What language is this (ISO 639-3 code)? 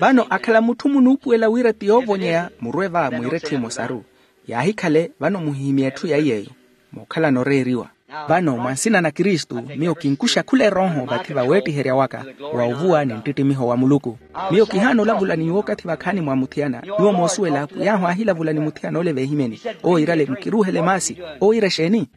vmw